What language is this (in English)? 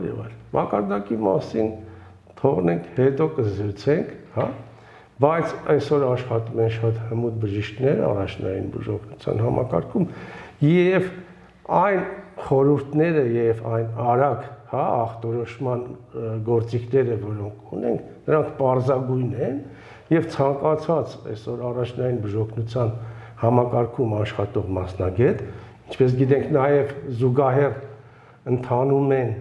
Armenian